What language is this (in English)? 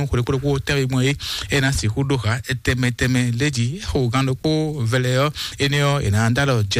Fon